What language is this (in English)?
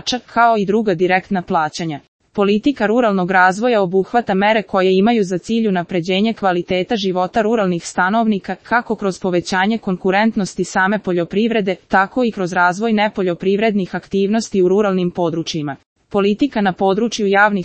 Serbian